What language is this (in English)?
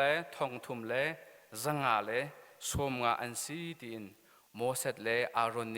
Hakha Chin